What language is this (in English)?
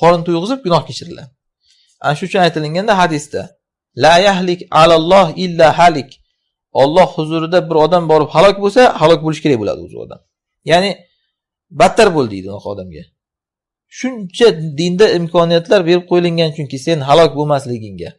Uzbek